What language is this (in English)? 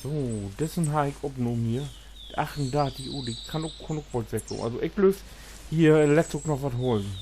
Low German